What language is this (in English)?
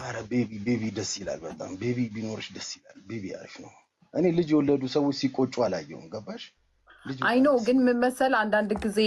Amharic